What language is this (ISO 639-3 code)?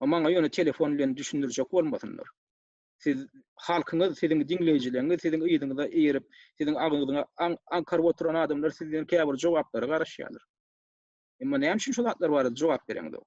tuk